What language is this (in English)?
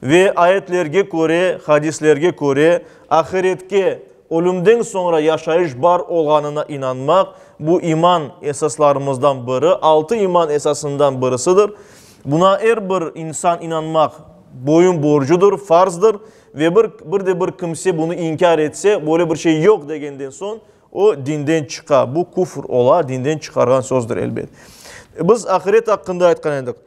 Crimean Tatar